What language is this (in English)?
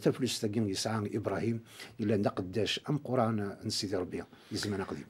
Kabyle